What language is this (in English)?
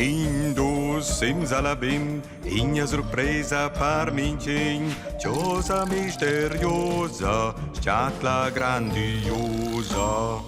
Romansh